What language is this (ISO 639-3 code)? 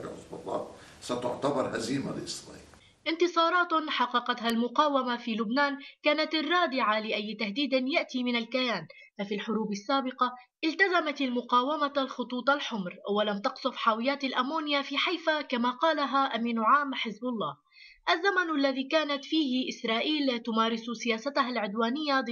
ara